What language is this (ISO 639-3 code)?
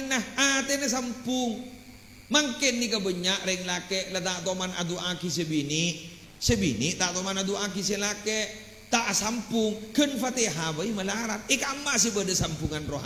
mad